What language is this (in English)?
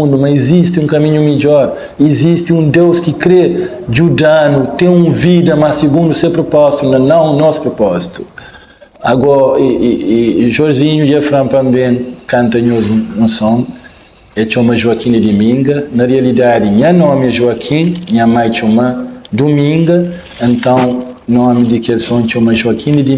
Kabuverdianu